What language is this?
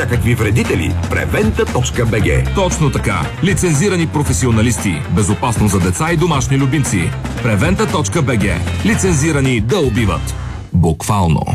Bulgarian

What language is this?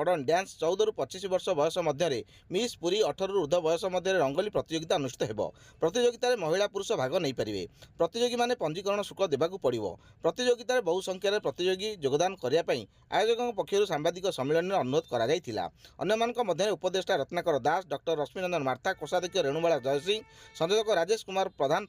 Odia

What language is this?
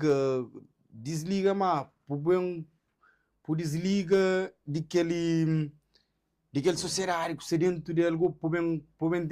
Kabuverdianu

